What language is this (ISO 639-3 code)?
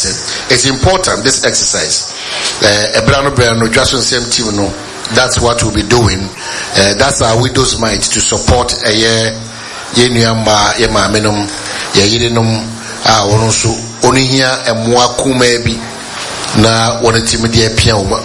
aka